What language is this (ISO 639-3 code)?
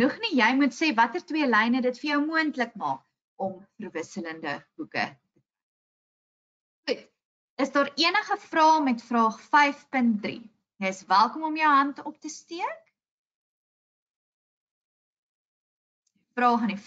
afr